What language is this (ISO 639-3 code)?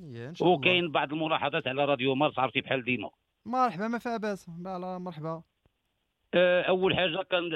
ary